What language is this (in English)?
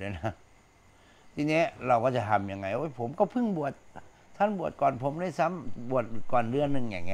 Thai